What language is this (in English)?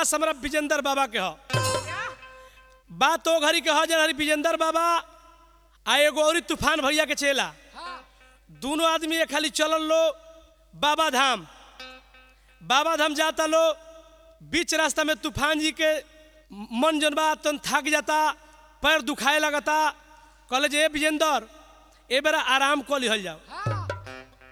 Bhojpuri